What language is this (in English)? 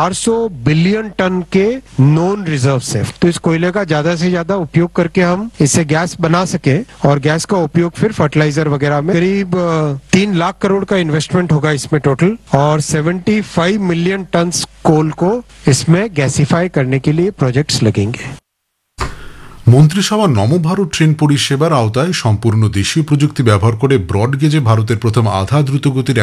Bangla